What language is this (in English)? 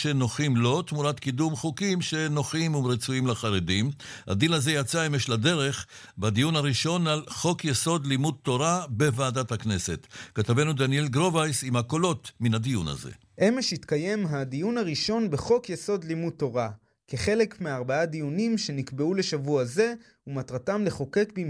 Hebrew